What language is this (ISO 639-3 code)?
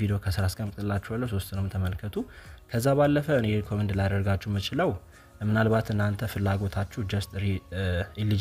amh